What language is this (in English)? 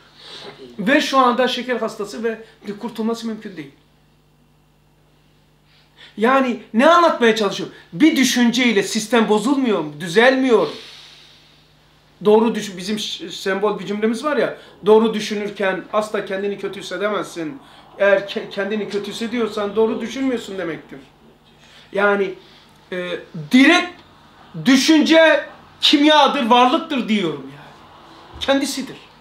Turkish